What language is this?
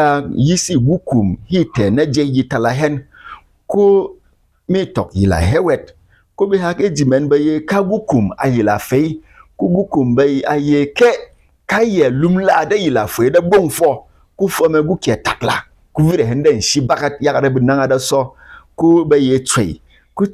Berom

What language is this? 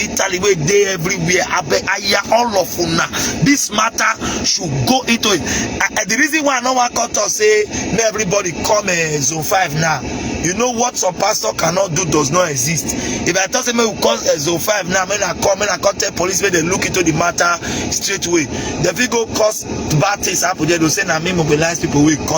Nigerian Pidgin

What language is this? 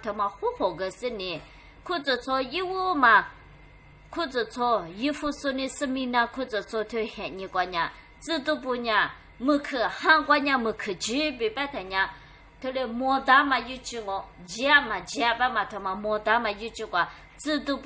Lisu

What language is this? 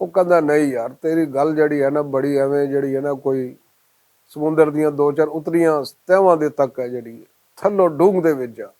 Western Panjabi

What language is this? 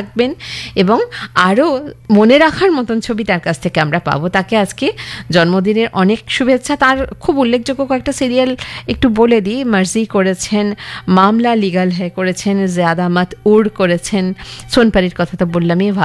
Bangla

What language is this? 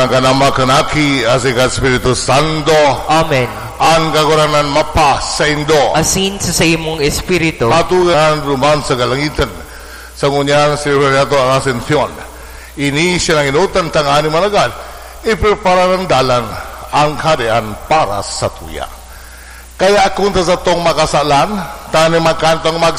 Bikol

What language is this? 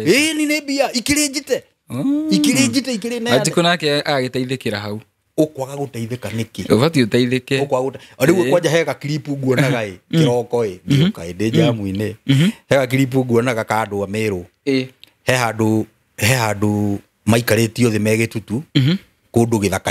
Kikuyu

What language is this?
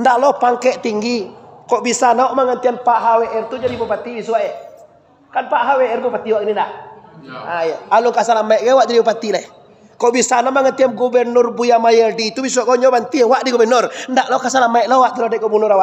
Minangkabau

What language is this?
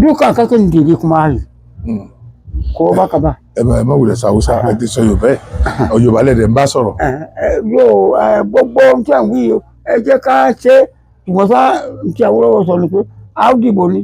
Yoruba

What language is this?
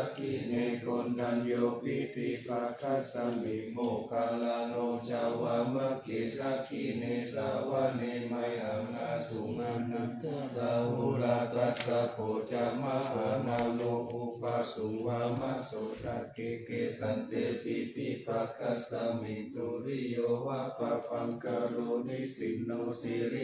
Pali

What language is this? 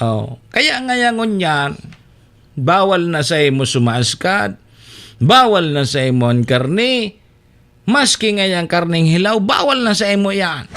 Bikol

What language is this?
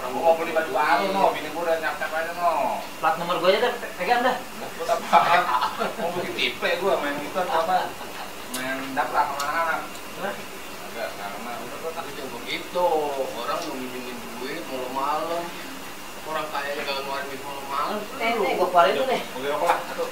Betawi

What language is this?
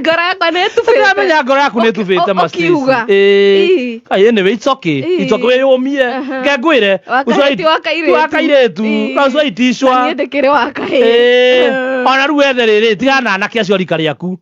Kikuyu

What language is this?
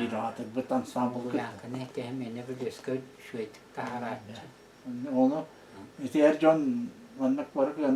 Yakut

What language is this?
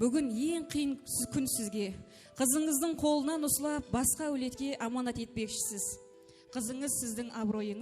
Kara-Kalpak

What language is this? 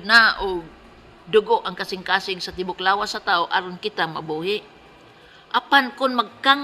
Cebuano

